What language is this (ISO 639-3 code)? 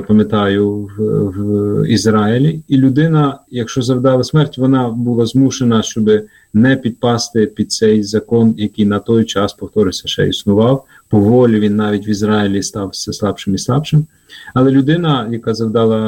ukr